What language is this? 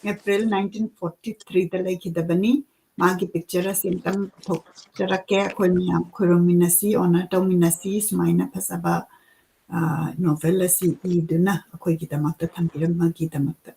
Manipuri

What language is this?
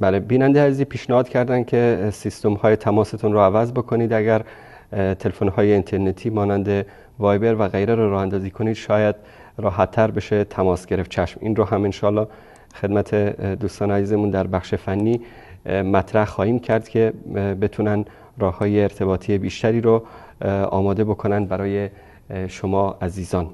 Persian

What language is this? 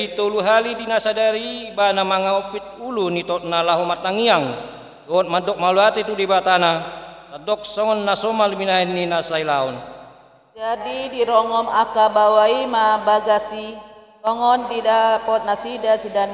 Batak Toba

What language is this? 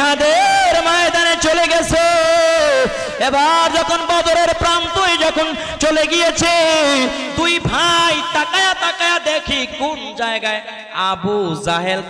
Bangla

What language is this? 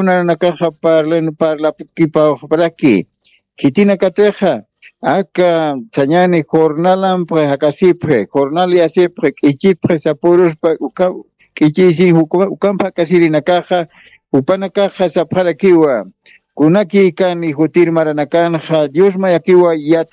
Aymara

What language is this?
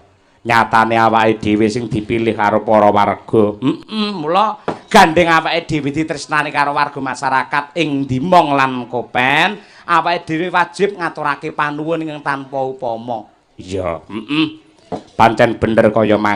Javanese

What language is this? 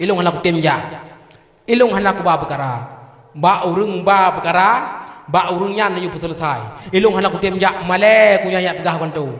Achinese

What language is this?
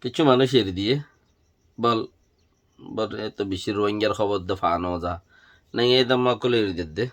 Rohingya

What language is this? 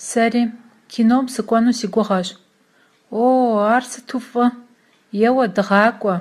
Kabardian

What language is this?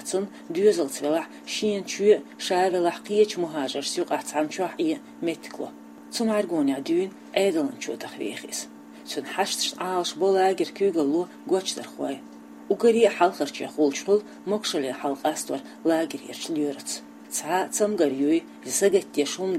Chechen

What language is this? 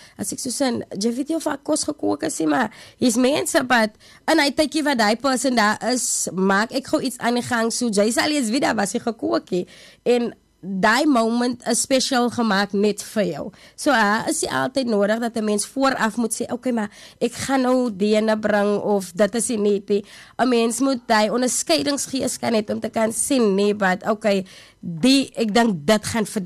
Afrikaans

